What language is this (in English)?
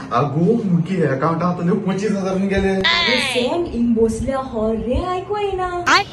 Konkani